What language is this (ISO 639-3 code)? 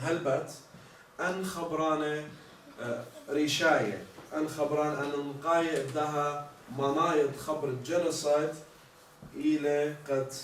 aii